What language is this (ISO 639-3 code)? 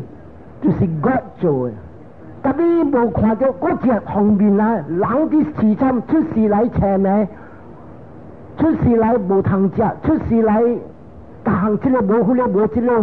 nan